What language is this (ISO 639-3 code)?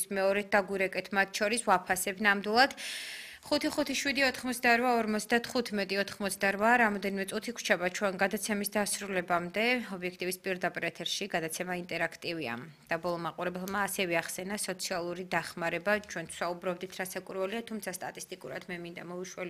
kat